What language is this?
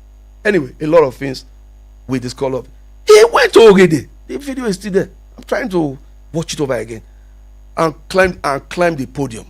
Nigerian Pidgin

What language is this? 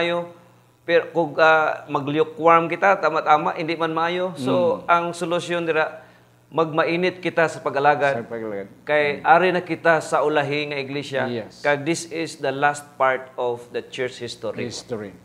Hiligaynon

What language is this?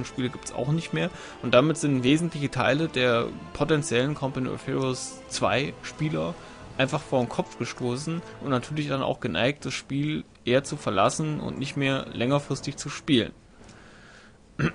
German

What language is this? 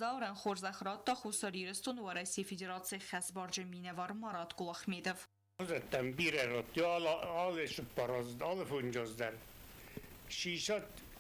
Ossetic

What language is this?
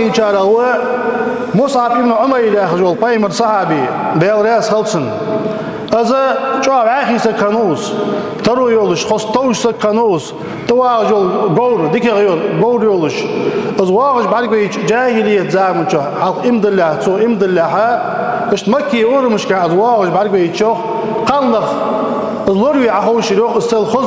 Ingush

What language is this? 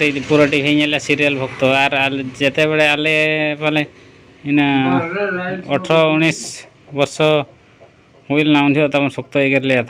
Santali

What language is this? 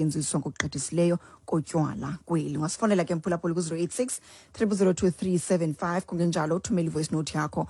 Xhosa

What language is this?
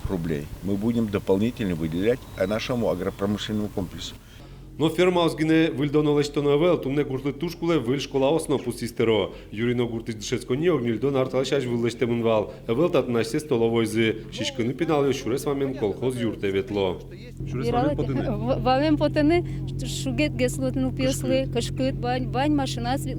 Udmurt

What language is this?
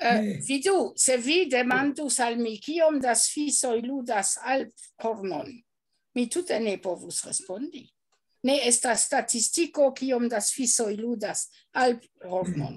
Esperanto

